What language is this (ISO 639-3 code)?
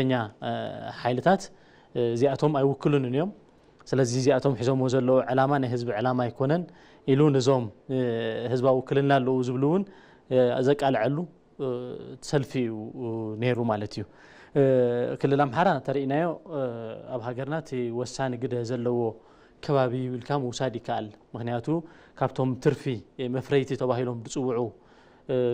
tir